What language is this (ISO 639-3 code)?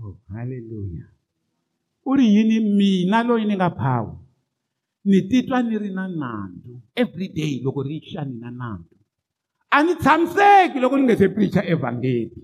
tso